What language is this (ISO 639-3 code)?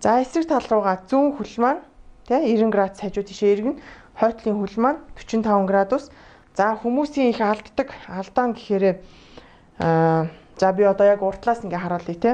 mon